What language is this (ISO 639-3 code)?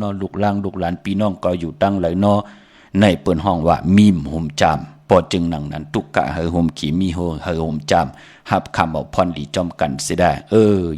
shn